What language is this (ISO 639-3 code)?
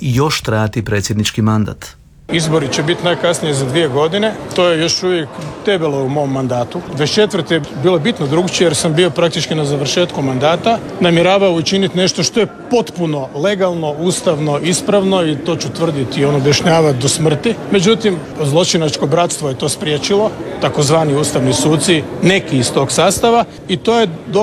hrv